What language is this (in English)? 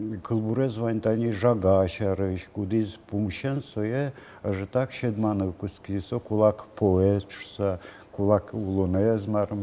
Udmurt